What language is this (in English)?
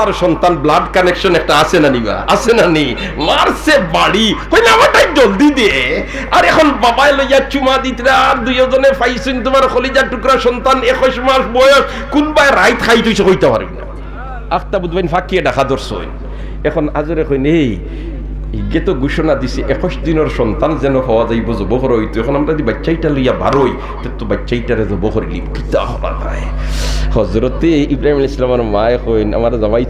Sylheti